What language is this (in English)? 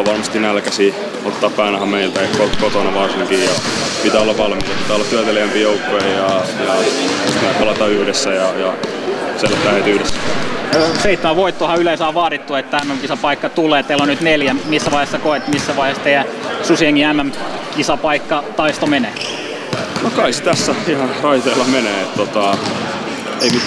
Finnish